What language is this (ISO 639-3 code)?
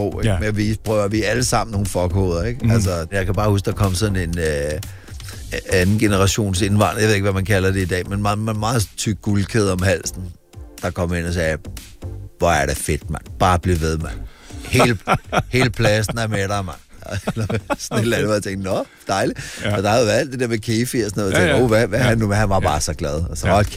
dan